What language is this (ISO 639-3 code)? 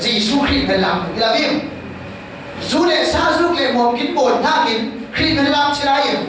cfm